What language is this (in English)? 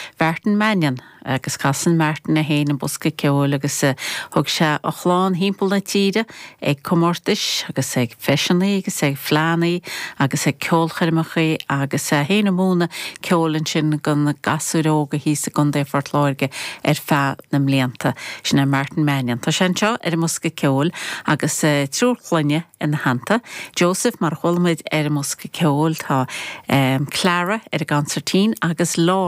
Irish